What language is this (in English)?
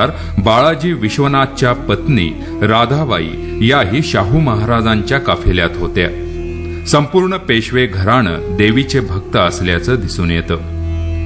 Marathi